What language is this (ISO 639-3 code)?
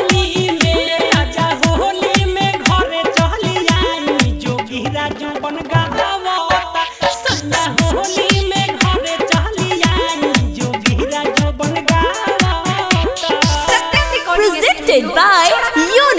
bho